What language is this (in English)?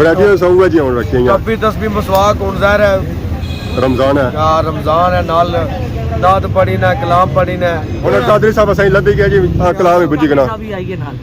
Pahari-Potwari